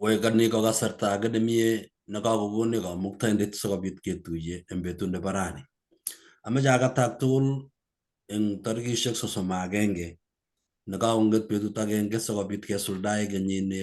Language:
Kalenjin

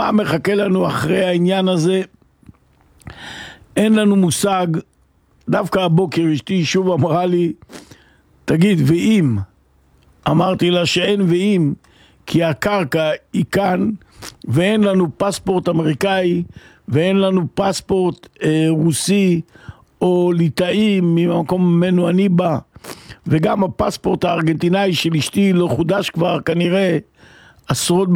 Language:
Hebrew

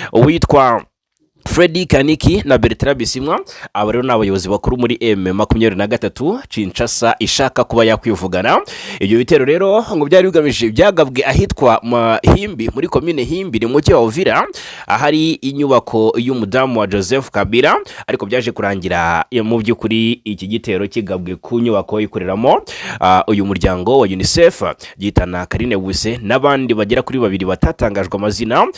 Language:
Kinyarwanda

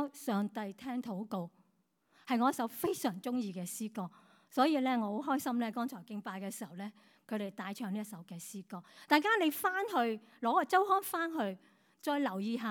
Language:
Cantonese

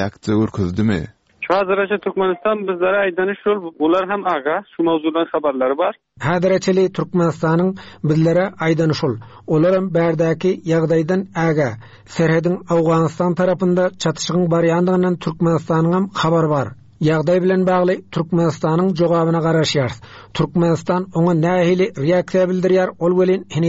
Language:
Turkmen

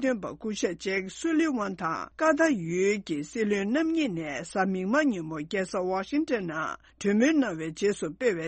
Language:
Tibetan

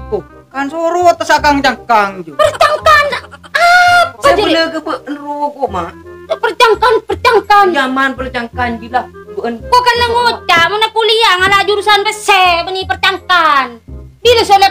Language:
Madurese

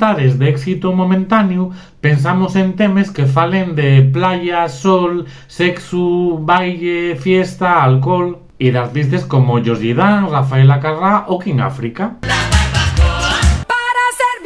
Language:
Asturian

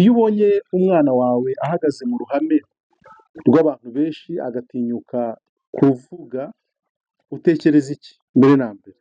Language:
Kinyarwanda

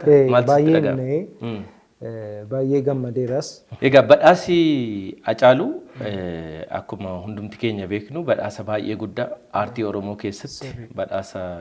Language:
Oromo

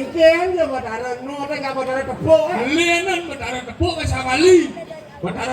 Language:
Balinese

